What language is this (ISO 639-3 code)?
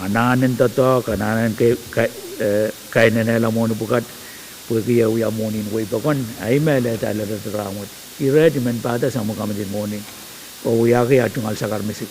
pon